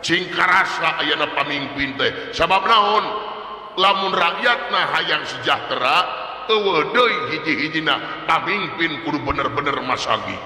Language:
Sundanese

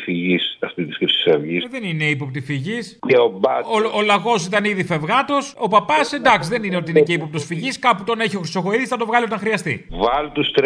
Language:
Greek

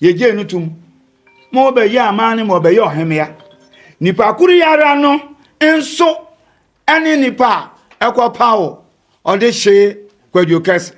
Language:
Akan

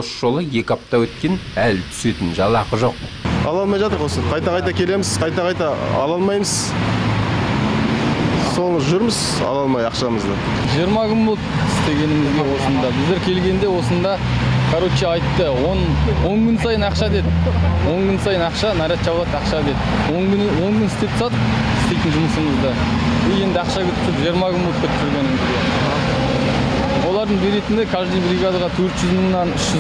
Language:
Kazakh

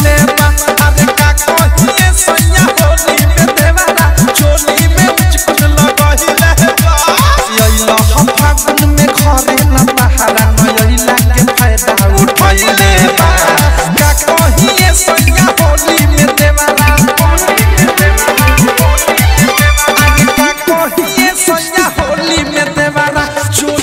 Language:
Bhojpuri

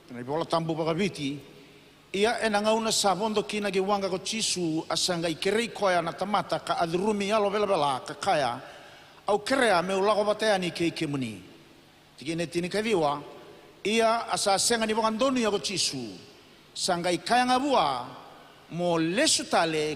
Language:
Fijian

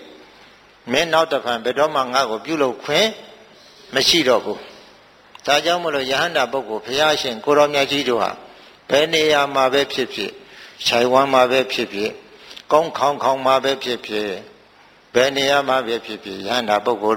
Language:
Burmese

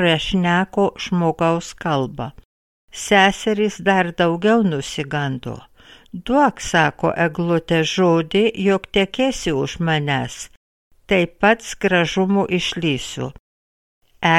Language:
Lithuanian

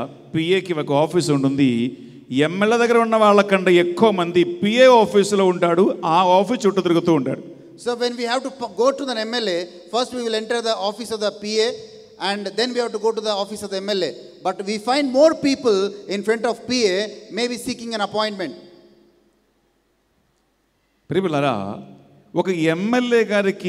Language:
Telugu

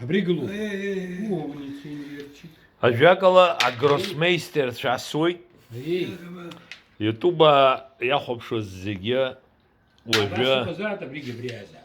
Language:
Abkhazian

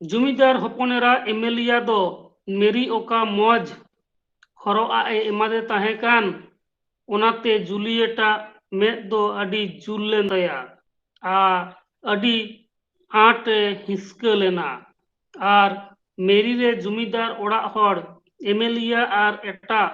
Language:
Santali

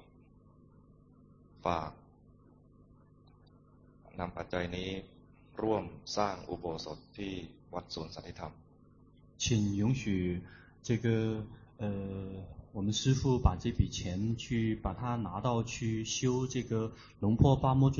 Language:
Thai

